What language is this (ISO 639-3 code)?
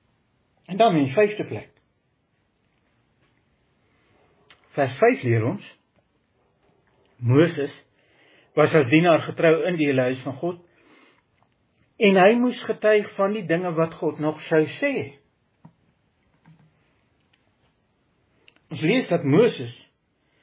afr